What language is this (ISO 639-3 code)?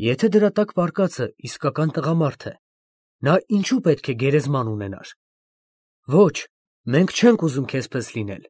hye